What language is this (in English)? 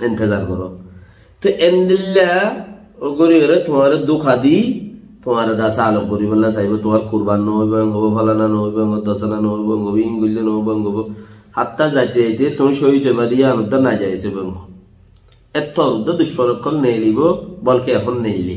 Rohingya